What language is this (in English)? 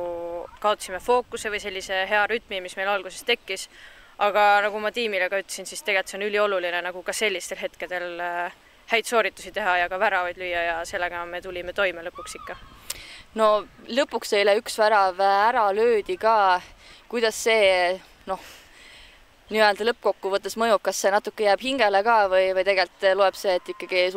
Estonian